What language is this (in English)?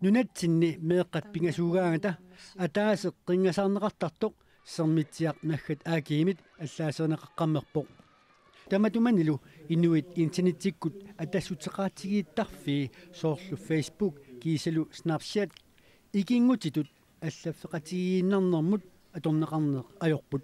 Kalaallisut